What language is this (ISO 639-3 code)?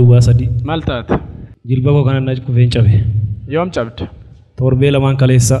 orm